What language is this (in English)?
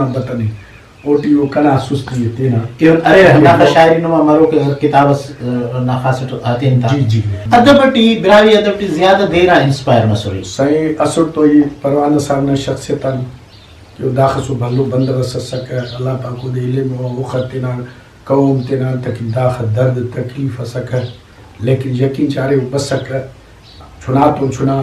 Brahui